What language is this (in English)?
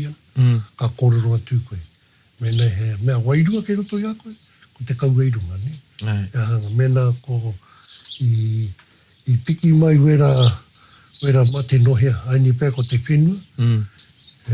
Māori